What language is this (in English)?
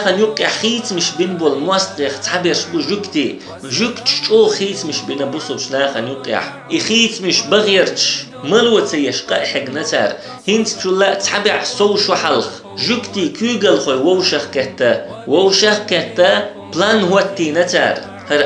Chechen